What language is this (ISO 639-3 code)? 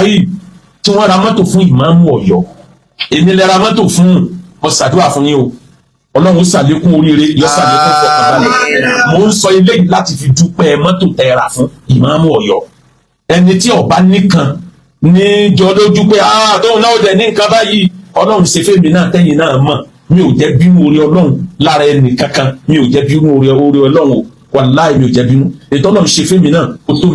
yor